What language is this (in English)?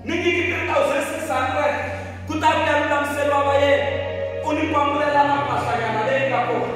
Tsonga